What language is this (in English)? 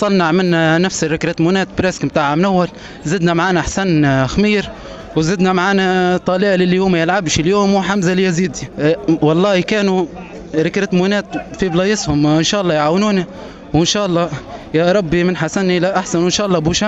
Tunisian Arabic